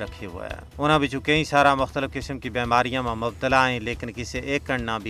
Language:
Gujari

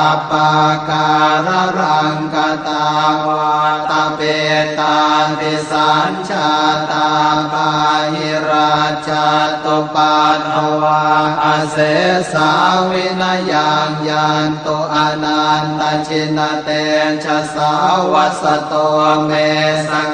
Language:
Pali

